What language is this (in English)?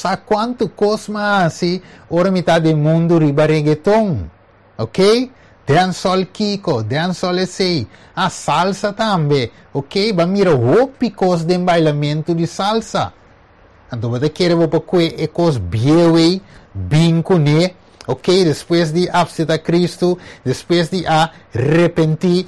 Papiamento